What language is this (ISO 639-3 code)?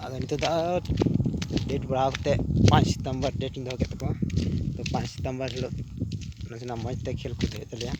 sat